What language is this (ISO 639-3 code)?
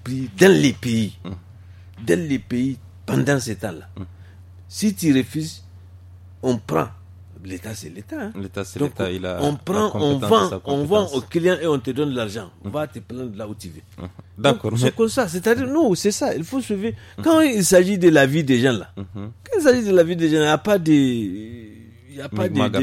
fra